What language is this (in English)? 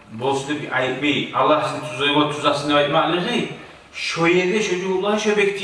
Kumyk